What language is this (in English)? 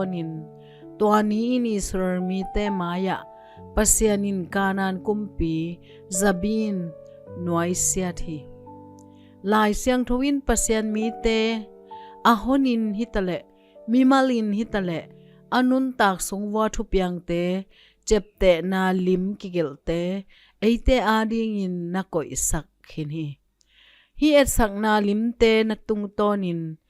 Tedim Chin